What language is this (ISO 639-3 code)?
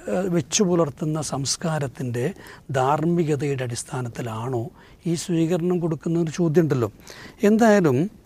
mal